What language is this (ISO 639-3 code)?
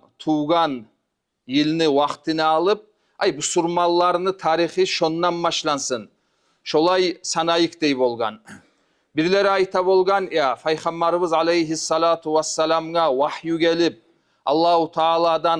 kum